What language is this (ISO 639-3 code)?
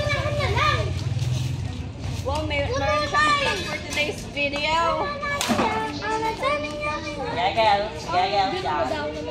fil